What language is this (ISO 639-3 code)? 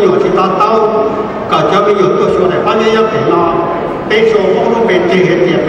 hmn